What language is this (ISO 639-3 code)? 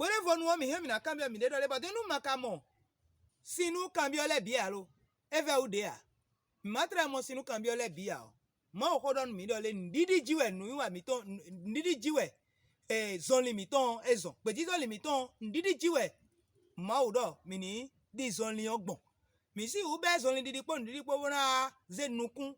fon